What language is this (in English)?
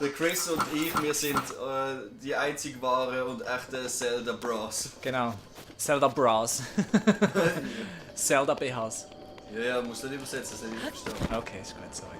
Swiss German